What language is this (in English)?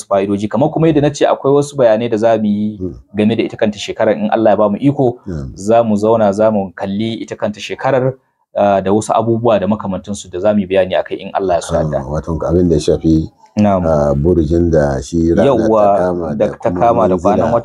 Hausa